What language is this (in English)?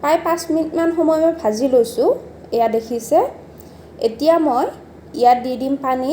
Assamese